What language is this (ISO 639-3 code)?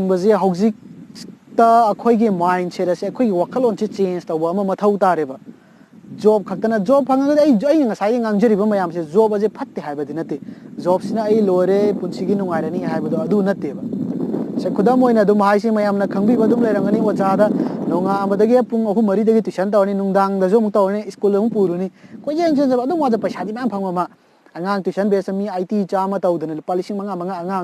mni